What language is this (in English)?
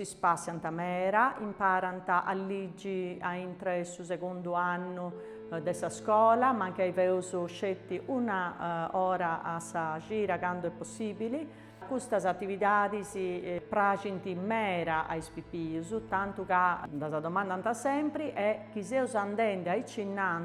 Sardinian